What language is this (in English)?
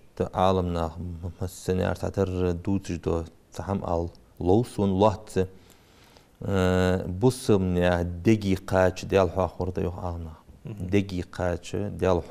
Ingush